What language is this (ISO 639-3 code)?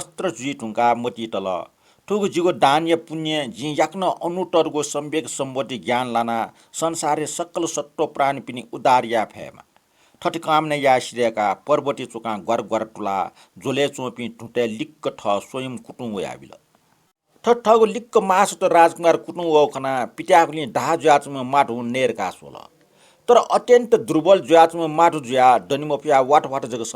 new